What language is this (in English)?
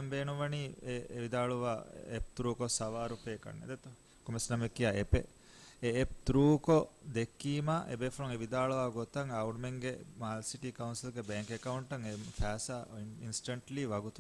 Divehi